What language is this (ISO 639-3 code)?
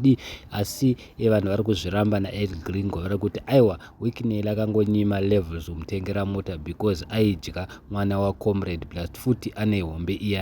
sna